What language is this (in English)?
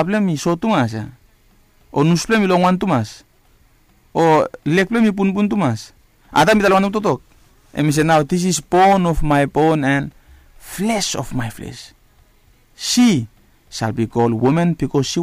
Bislama